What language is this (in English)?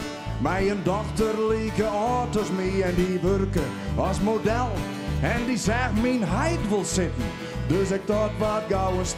Western Frisian